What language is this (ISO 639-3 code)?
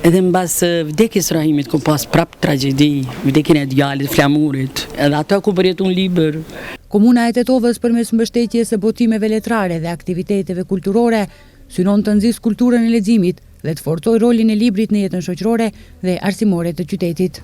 sqi